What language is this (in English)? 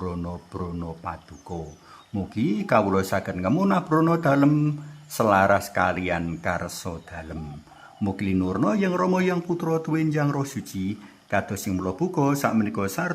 Javanese